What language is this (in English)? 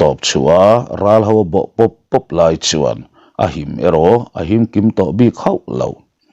Mizo